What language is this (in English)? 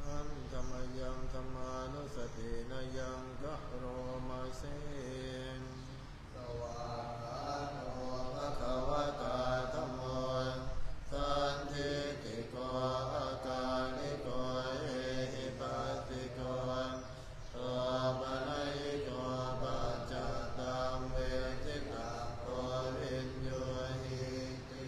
Pali